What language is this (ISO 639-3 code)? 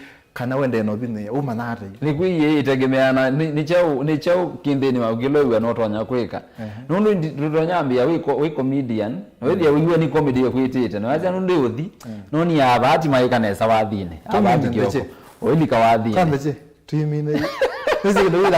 kam